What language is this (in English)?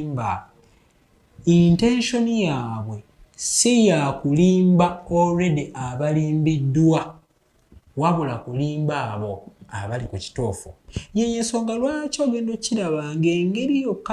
Ganda